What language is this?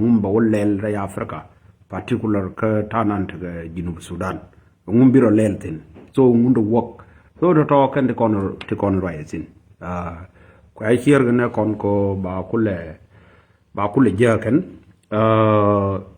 Nuer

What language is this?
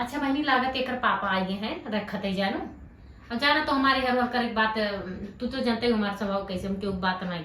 Awadhi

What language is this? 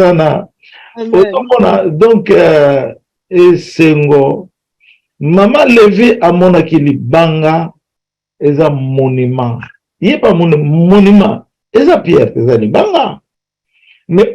Lingala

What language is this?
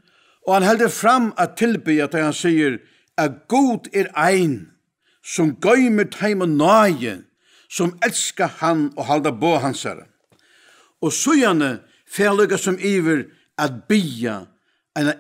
Faroese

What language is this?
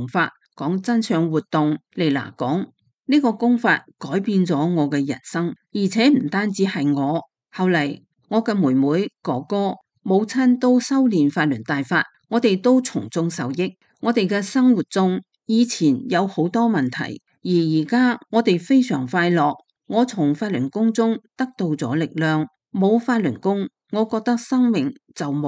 Cantonese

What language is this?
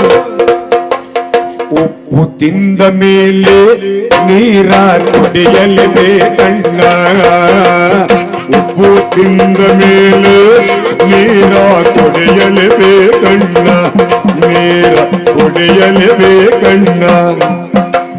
Kannada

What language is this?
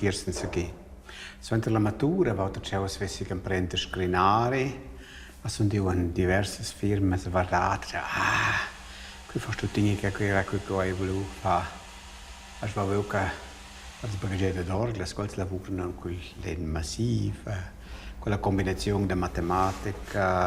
Romansh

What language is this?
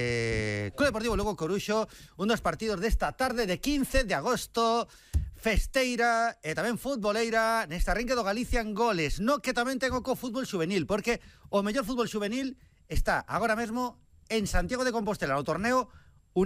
Galician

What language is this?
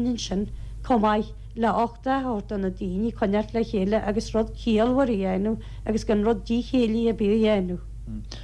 Irish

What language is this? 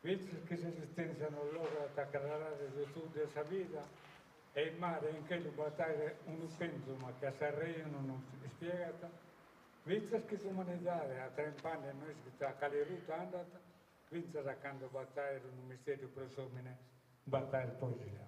Sardinian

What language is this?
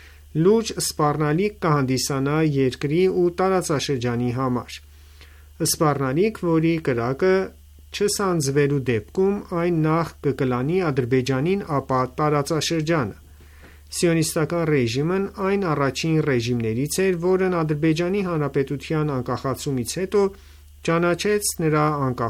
Armenian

